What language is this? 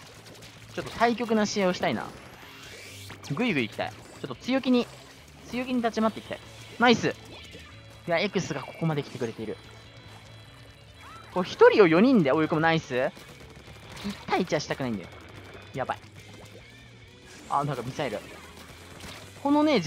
Japanese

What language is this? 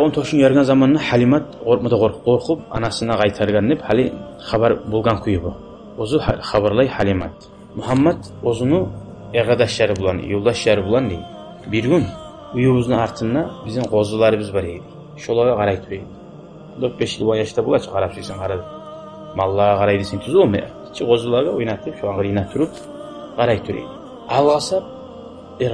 Kumyk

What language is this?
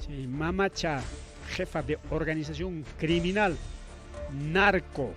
Ayacucho Quechua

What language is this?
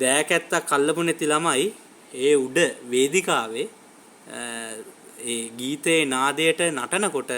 Sinhala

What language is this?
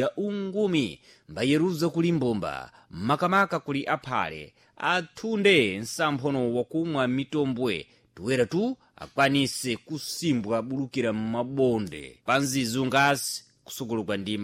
Sena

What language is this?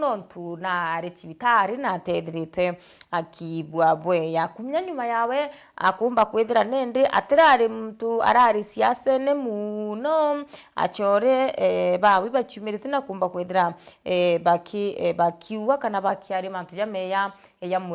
Meru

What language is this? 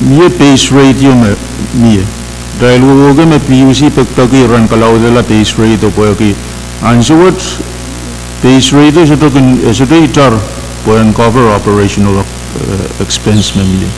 Pohnpeian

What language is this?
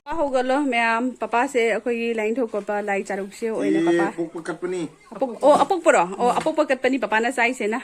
Manipuri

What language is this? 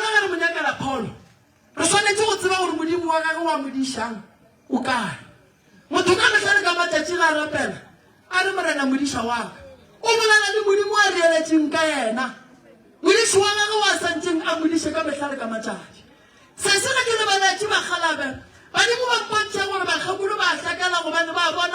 Northern Sotho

